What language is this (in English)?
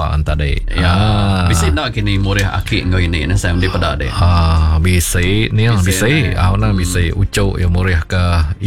Iban